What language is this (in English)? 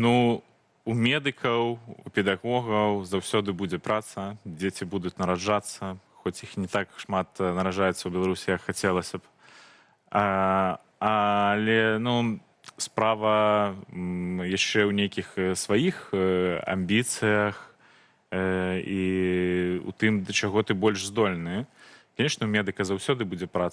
Belarusian